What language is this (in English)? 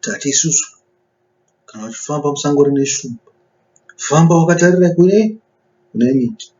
Shona